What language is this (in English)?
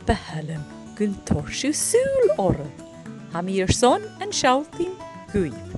Scottish Gaelic